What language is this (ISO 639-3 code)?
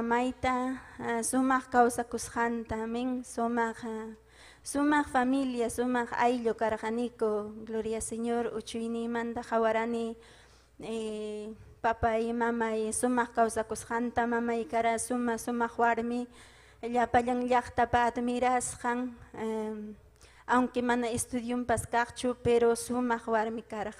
quy